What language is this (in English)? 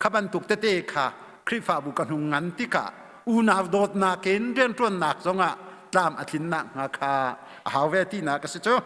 Hakha Chin